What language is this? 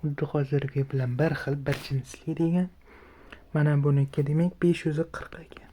Uzbek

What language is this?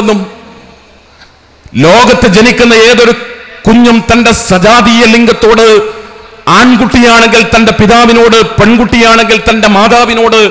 Malayalam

